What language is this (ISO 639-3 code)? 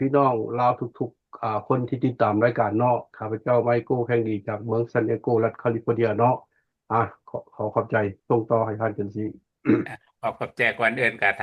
lao